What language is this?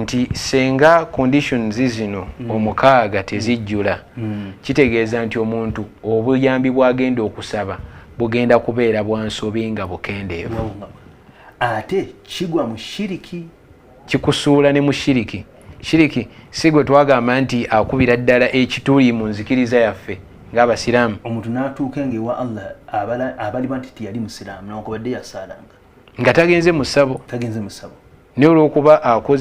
Ganda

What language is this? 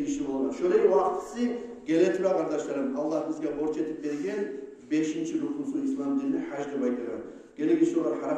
Kumyk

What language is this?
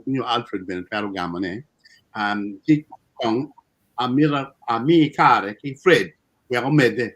Acoli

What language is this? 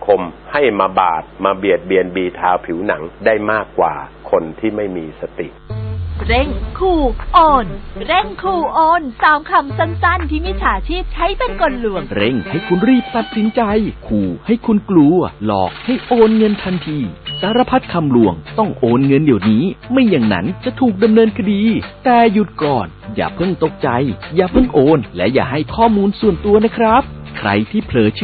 Thai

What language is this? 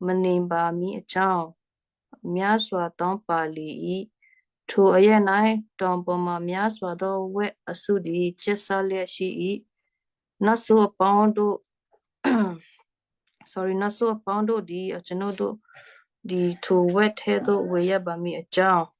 Western Kayah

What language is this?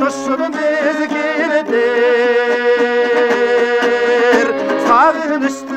Kazakh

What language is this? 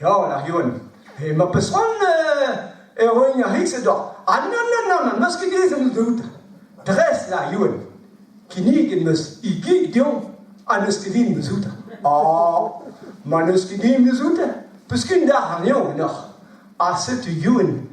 Breton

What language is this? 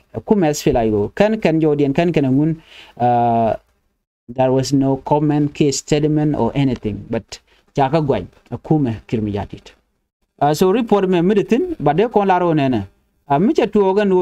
Nuer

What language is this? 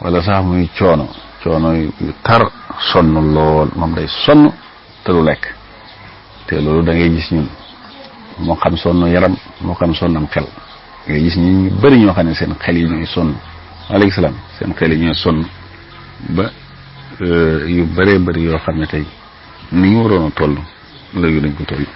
Wolof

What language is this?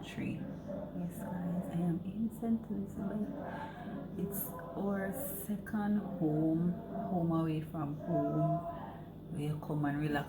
Jamaican Creole English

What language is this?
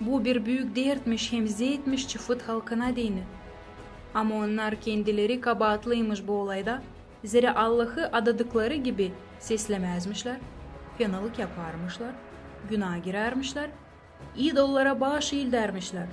Gagauz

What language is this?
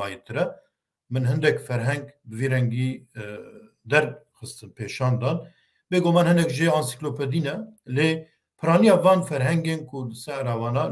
Kurdish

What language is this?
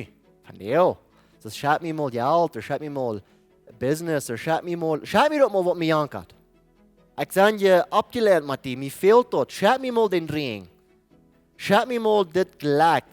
Plautdietsch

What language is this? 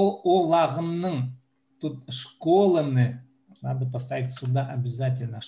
Khakas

